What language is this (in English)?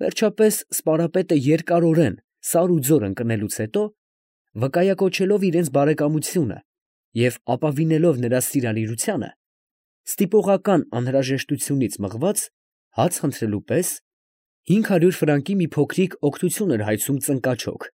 Armenian